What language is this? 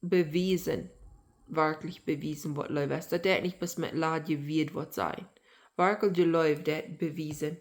Plautdietsch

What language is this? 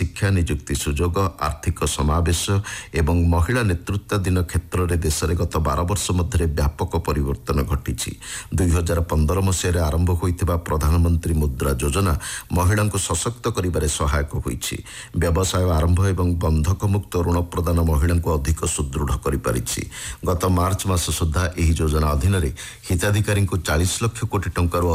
Odia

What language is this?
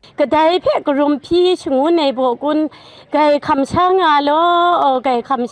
Kachin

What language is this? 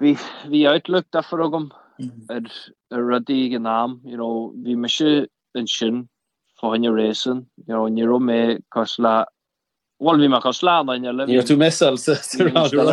Irish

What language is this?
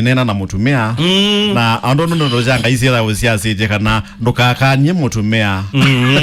Kamba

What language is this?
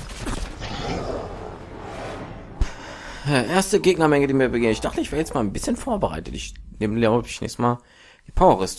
German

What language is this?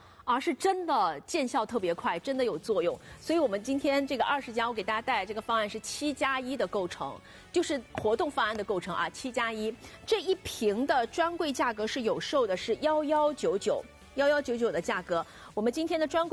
Chinese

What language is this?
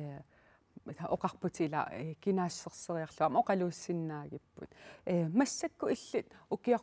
Kalaallisut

